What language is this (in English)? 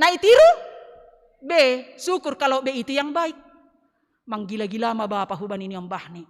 Batak Simalungun